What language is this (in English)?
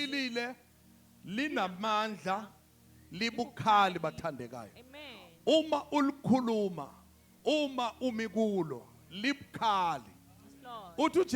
Zulu